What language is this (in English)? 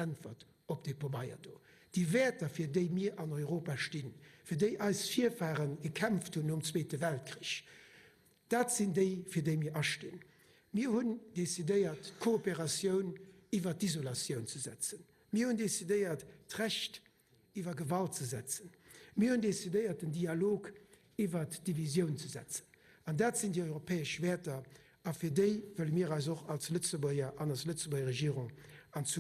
Luxembourgish